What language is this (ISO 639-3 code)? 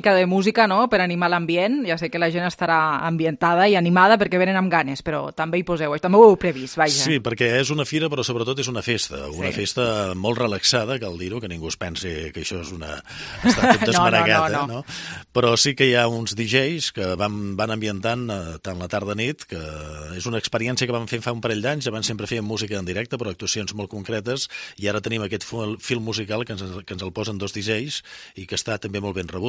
cat